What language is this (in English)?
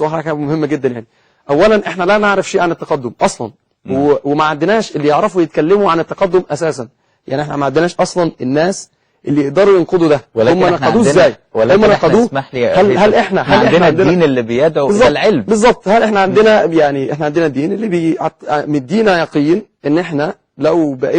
Egyptian Arabic